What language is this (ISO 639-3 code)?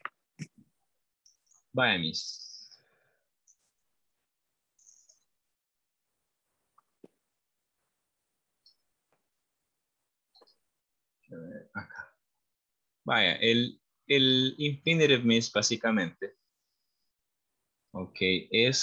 spa